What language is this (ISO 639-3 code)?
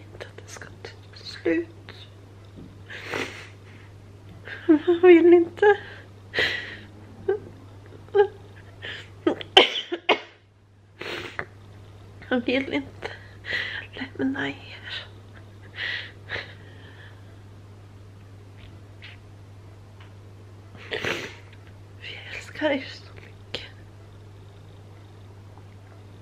swe